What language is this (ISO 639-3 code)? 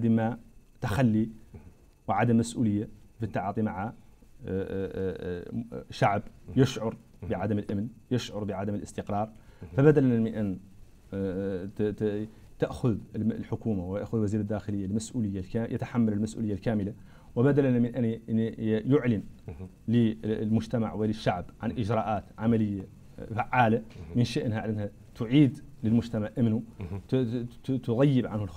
ara